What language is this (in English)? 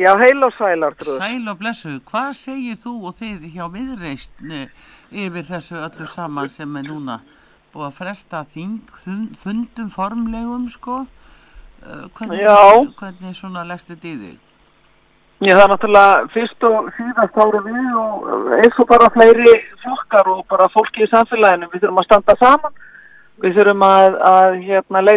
Icelandic